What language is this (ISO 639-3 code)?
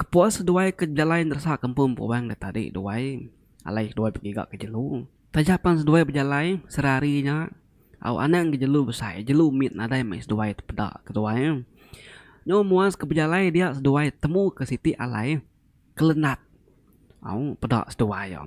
iba